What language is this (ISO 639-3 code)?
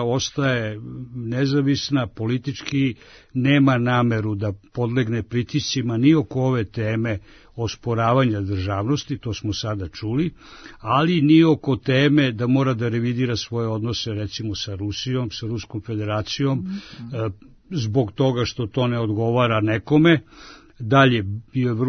srp